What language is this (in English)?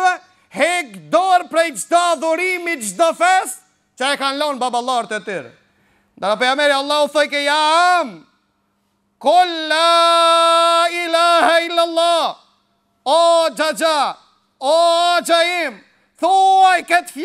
Albanian